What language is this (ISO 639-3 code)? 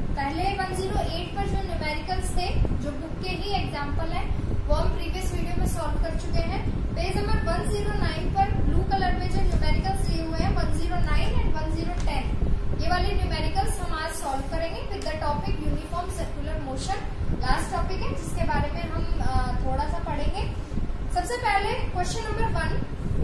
hin